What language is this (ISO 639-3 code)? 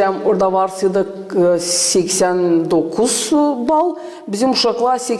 gag